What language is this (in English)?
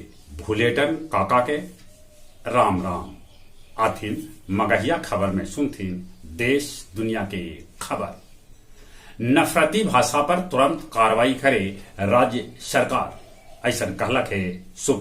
Magahi